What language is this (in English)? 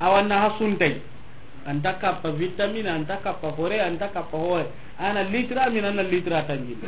Soninke